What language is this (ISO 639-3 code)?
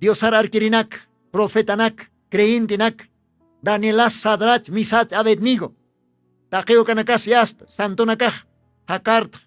aym